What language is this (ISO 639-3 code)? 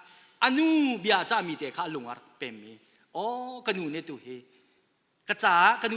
cnh